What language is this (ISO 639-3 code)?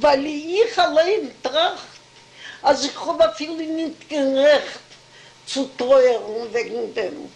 yid